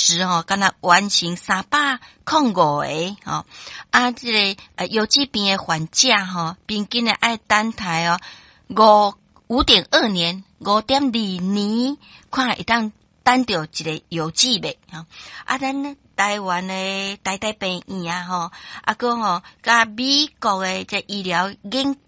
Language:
Min Nan Chinese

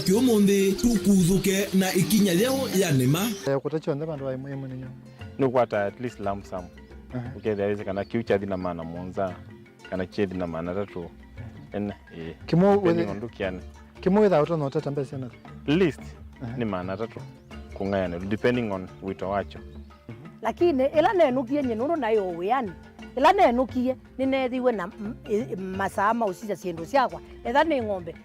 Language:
Kamba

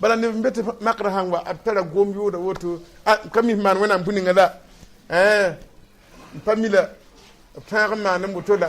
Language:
Mossi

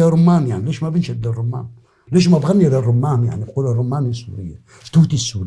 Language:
North Levantine Arabic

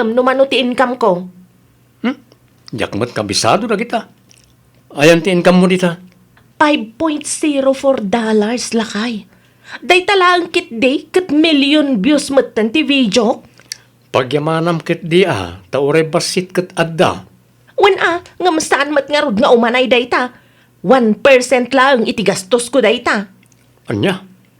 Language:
Iloko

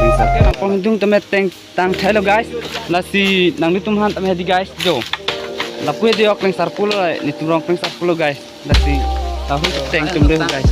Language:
Karbi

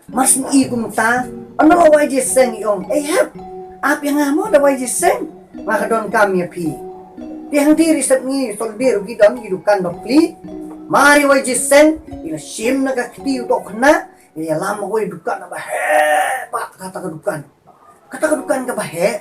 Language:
Khasi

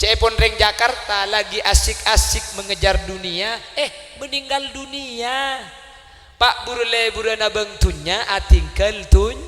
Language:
Madurese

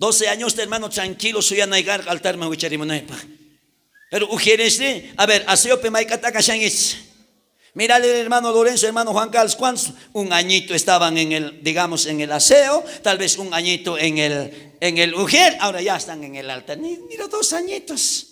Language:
South Bolivian Quechua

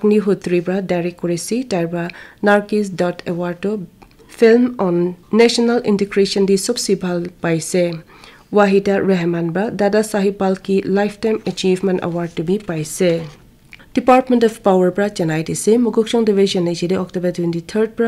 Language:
Naga Pidgin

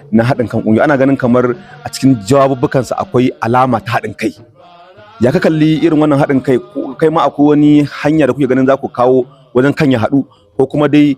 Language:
Hausa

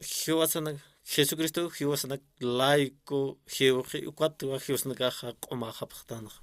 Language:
Aymara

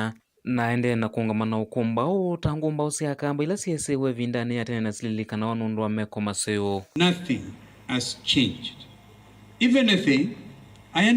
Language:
Kamba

